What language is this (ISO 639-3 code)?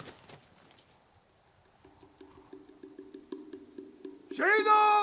tur